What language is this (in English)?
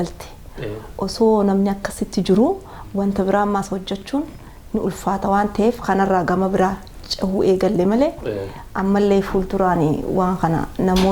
Oromo